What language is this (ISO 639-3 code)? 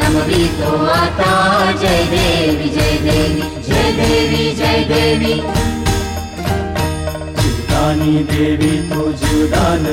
mar